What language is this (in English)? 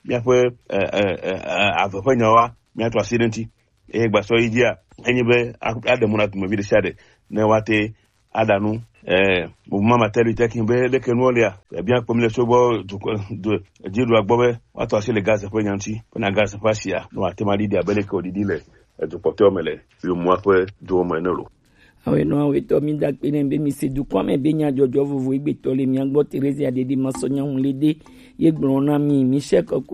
Gen